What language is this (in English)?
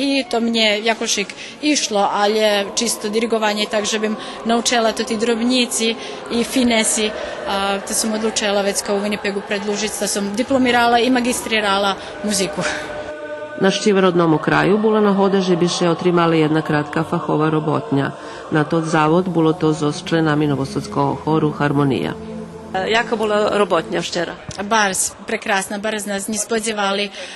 Rusyn